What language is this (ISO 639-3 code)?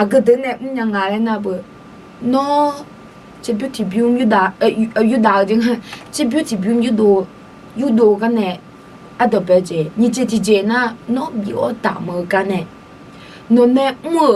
ahk